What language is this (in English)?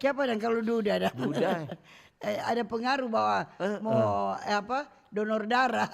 Manado Malay